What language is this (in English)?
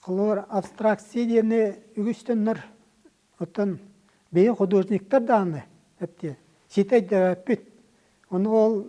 Yakut